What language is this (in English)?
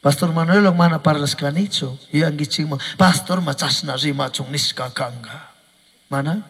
Chimborazo Highland Quichua